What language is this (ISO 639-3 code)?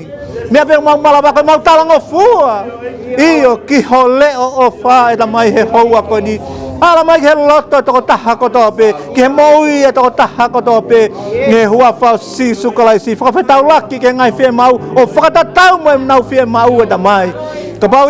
ton